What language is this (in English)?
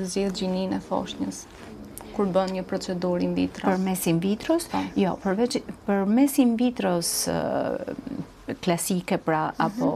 Albanian